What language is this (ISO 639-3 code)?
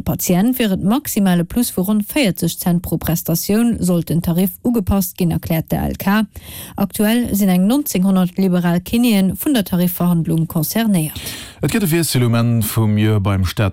ltz